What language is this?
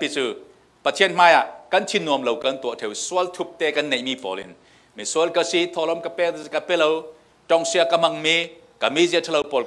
Falam Chin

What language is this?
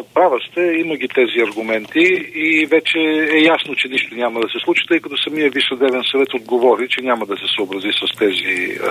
Bulgarian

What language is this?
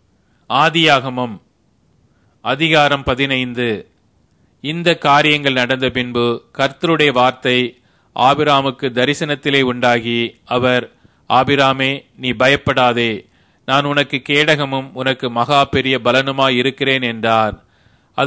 Tamil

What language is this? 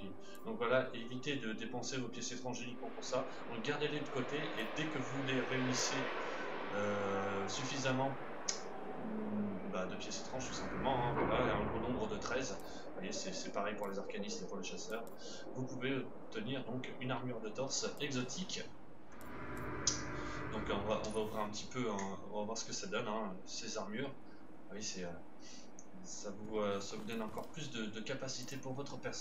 French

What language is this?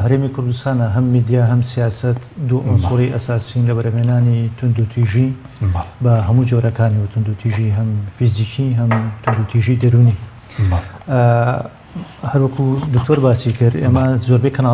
Central Kurdish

